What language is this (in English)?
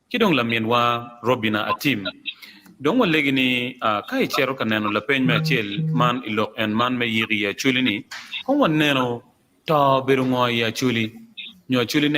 Acoli